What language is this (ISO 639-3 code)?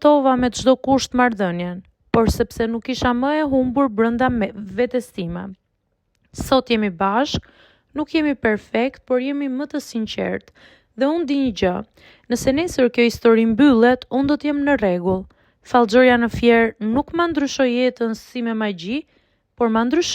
sqi